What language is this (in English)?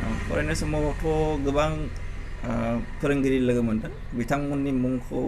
Bodo